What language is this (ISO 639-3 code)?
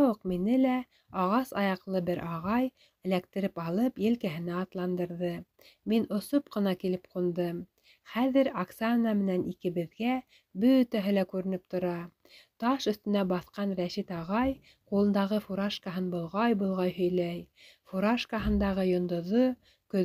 bak